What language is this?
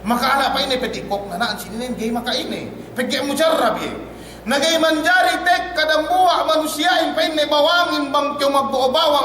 Yakan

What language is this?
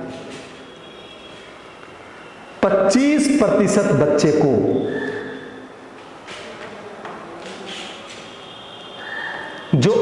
Hindi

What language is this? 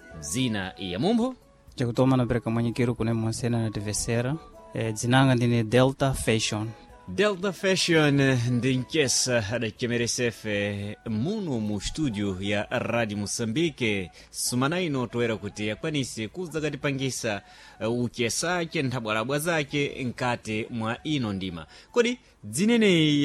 Sena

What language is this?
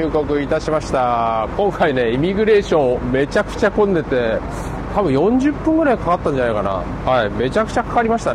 Japanese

